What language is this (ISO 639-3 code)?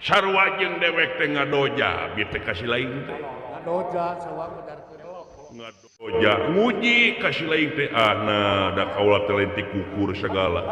sun